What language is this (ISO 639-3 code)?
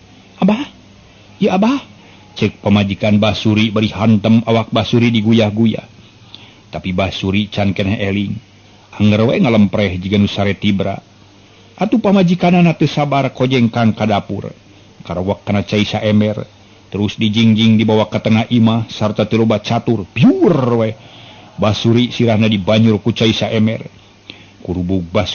sun